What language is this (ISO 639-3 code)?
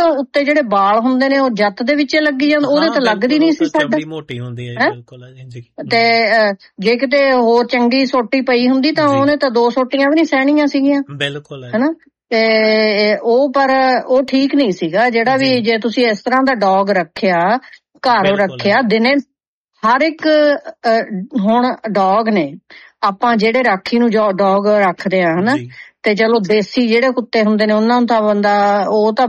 pan